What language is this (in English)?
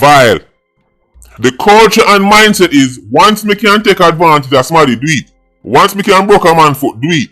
Jamaican Creole English